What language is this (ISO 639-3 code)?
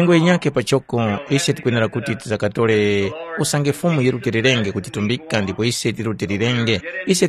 tum